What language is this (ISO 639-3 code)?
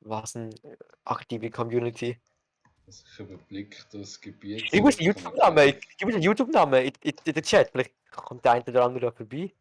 gsw